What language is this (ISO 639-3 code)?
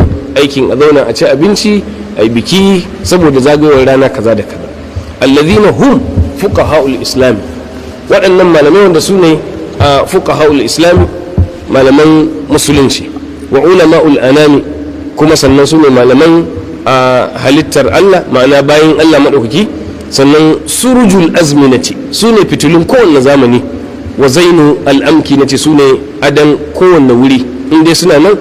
hau